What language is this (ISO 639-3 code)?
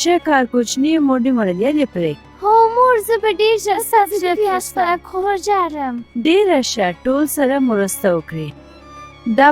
pus